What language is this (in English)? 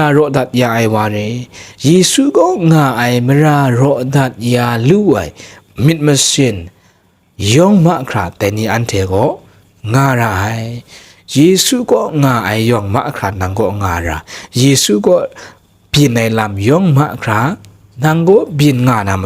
Kachin